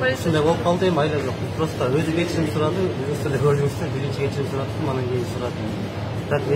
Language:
Kyrgyz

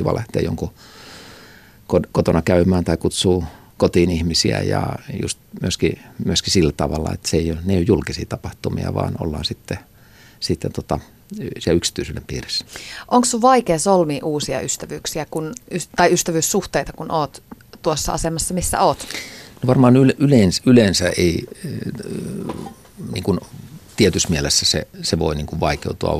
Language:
Finnish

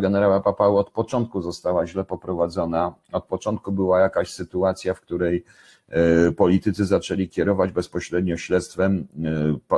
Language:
Polish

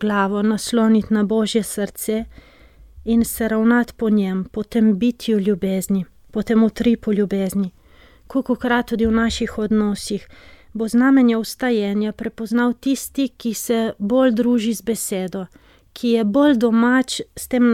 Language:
Slovenian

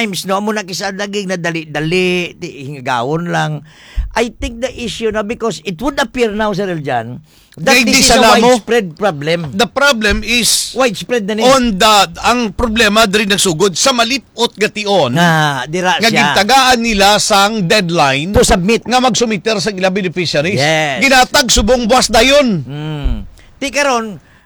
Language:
Hiligaynon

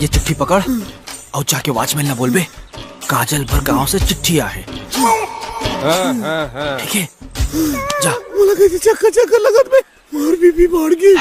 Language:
Chhattisgarhi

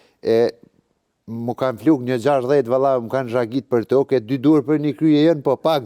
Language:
Albanian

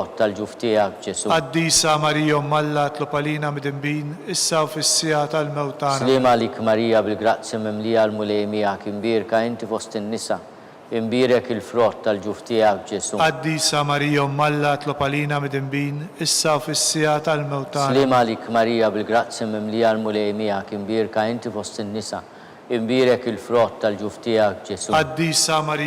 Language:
Maltese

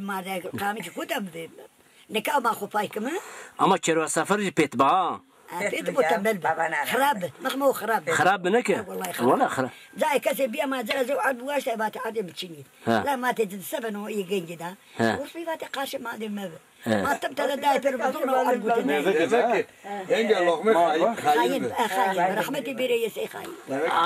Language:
Zaza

